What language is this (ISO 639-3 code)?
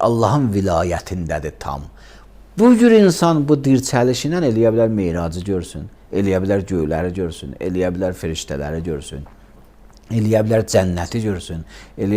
aze